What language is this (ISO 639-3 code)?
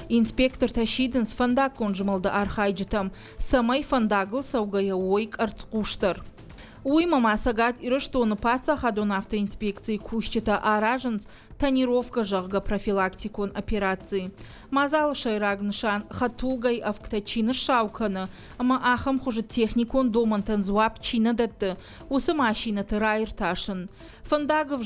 oss